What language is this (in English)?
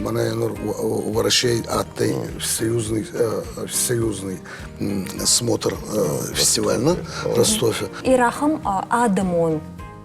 Ossetic